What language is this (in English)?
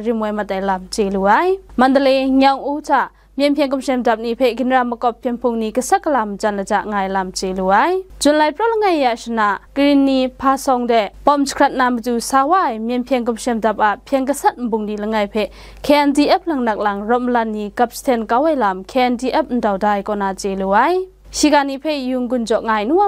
Kachin